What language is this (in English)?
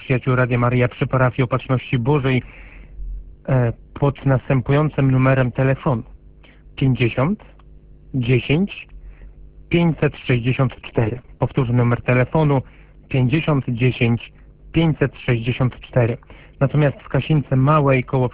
Polish